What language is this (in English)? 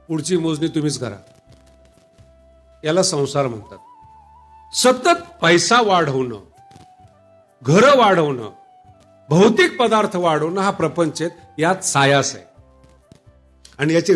Marathi